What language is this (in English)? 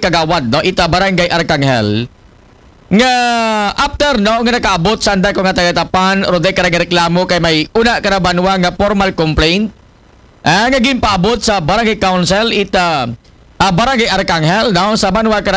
Aklanon